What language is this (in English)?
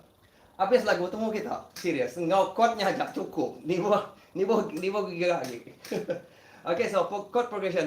Iban